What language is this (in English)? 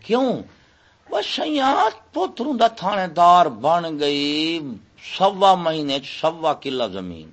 Saraiki